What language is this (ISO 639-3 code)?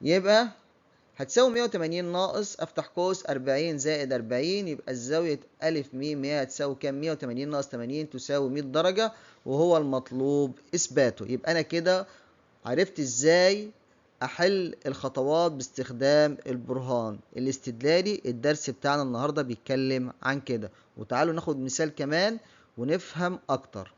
arz